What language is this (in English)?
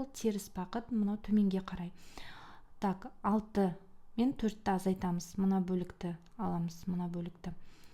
Kazakh